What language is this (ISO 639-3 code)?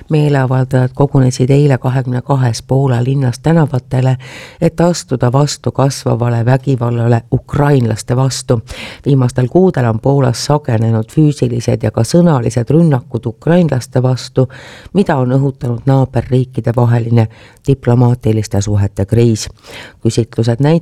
est